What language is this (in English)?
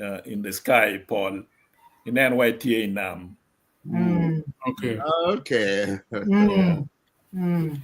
Acoli